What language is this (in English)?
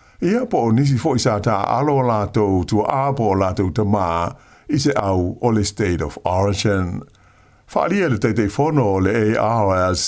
Samoan